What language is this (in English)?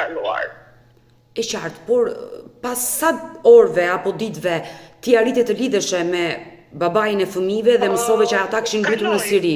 Albanian